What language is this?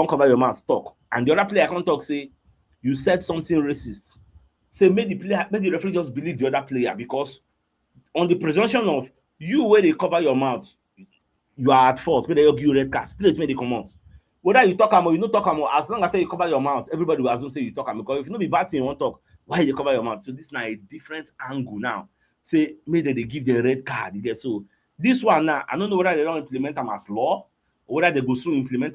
Nigerian Pidgin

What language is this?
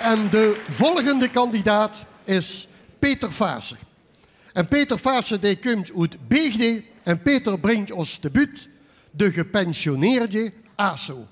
Limburgish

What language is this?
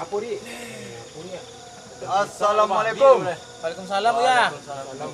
Minangkabau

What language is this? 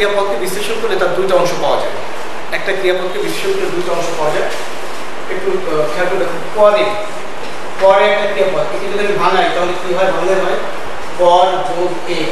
Bangla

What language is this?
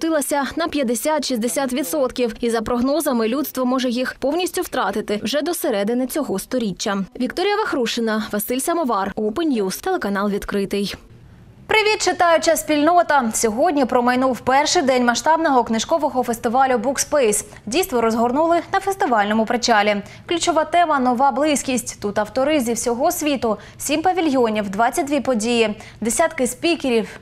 Ukrainian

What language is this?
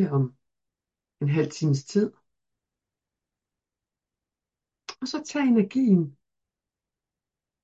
Danish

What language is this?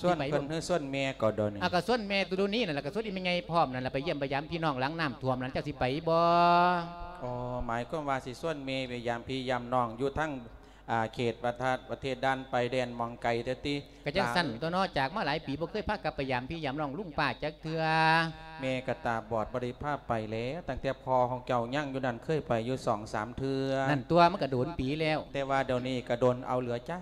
Lao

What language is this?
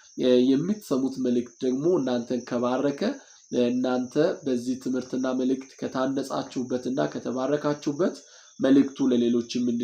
Amharic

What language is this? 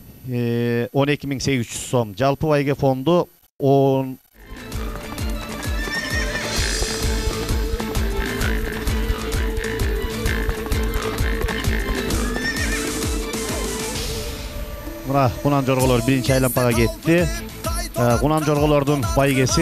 Kyrgyz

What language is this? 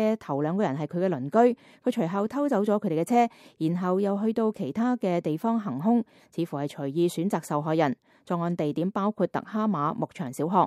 Cantonese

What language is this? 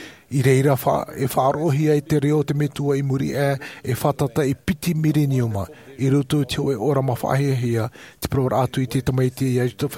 Tahitian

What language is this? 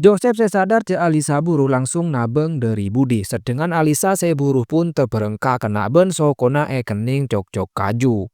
Madurese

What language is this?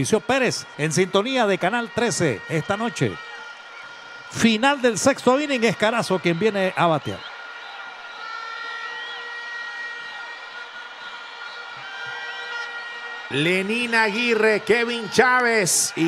Spanish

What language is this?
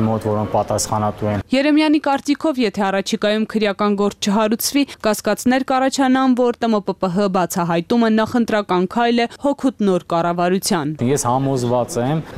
Armenian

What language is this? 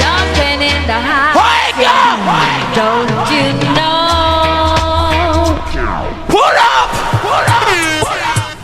Jamaican Creole English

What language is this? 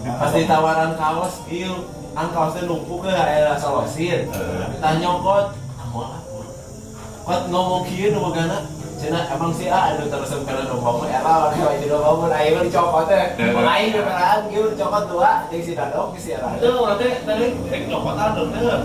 Sundanese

